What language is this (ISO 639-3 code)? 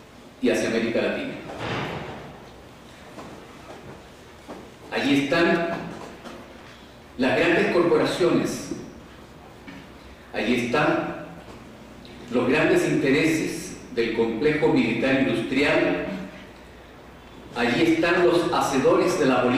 spa